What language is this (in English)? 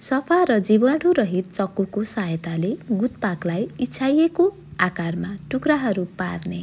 Nepali